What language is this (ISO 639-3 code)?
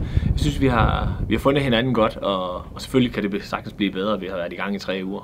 dan